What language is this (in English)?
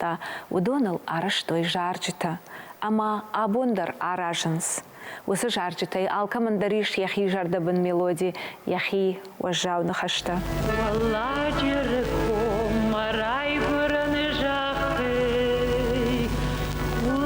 Ossetic